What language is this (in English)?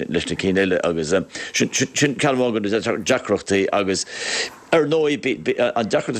Irish